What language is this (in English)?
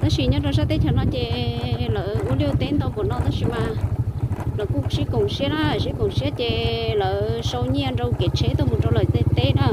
Hmong